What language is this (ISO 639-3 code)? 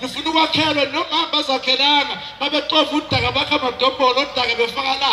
zul